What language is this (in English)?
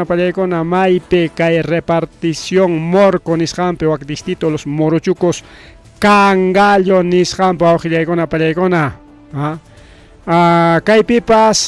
Ayacucho Quechua